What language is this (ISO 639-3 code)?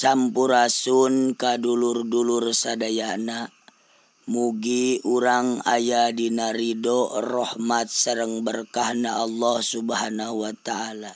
sun